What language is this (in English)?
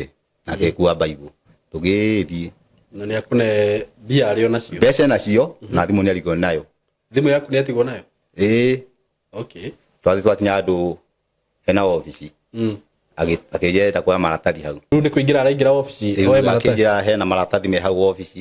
Kikuyu